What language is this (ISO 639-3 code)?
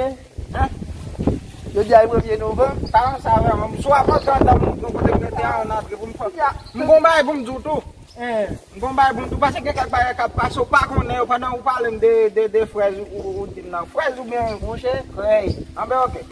hat